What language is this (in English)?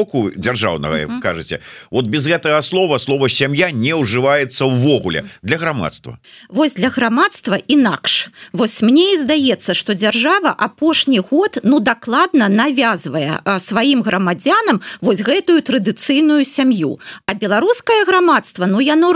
Belarusian